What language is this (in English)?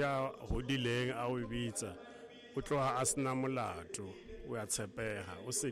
Southern Sotho